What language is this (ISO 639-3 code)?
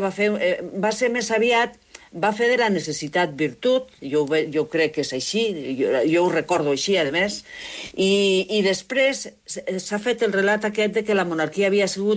cat